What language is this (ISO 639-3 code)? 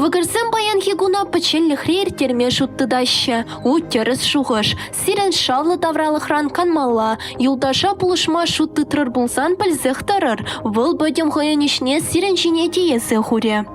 chv